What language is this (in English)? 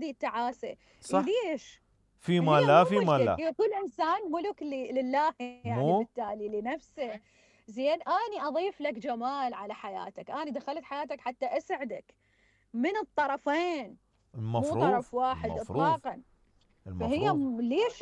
Mesopotamian Arabic